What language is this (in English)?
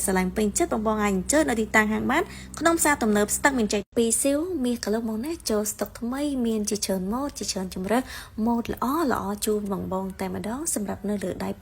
Khmer